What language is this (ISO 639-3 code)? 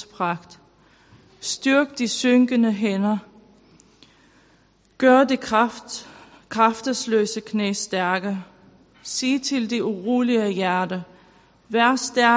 dan